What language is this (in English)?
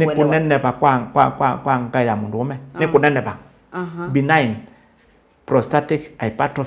Kamba